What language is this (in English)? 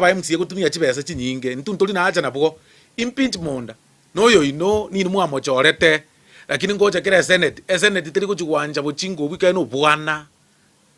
Gusii